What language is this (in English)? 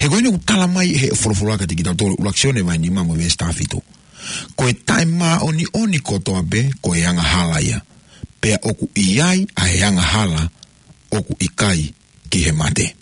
Tongan